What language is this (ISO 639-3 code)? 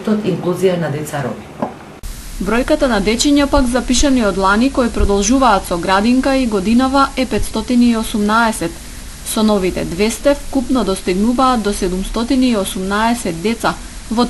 mkd